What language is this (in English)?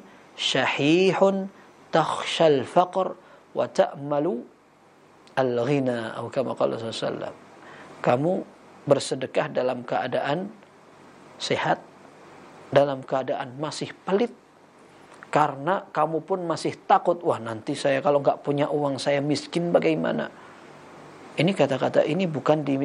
Indonesian